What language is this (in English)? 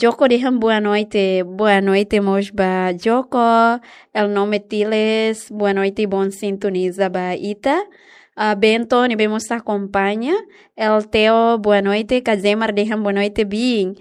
Tetum